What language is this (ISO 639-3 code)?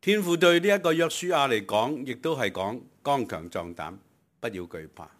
yue